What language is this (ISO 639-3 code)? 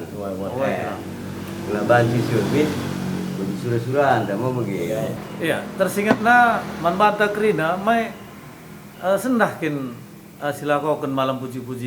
btx